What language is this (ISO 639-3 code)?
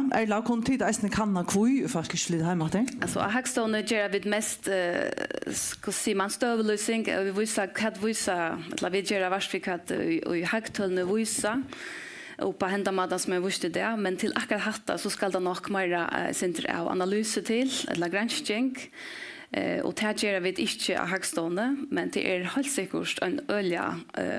fao